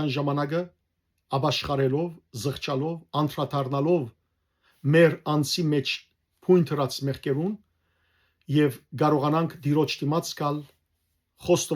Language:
Western Armenian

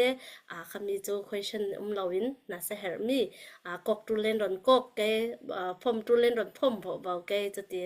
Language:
Falam Chin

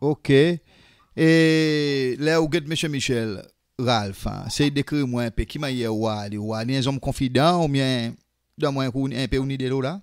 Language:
Seselwa Creole French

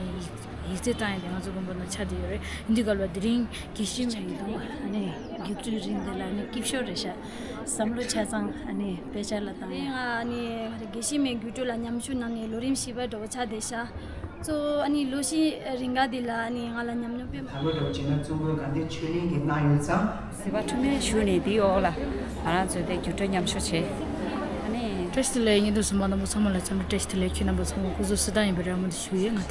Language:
Tibetan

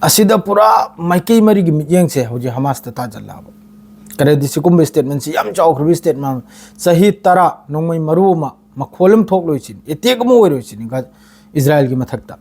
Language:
Manipuri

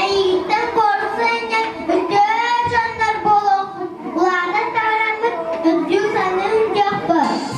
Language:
Yakut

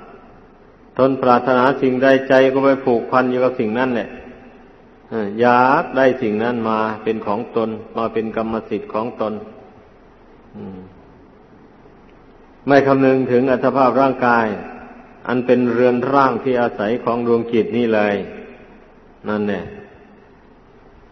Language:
Thai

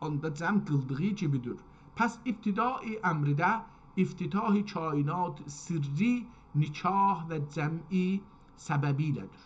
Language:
South Azerbaijani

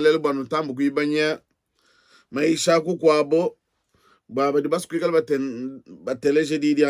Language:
Luba-Lulua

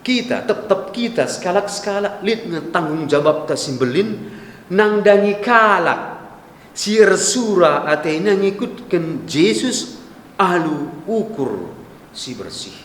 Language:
Batak Karo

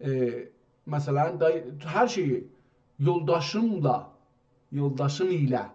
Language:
South Azerbaijani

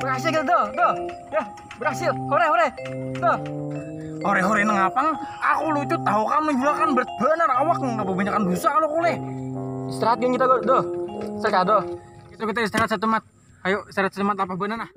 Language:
Banjar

